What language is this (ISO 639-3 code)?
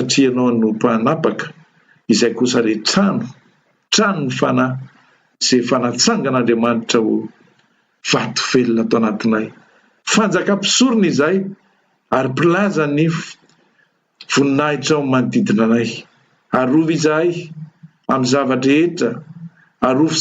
mlg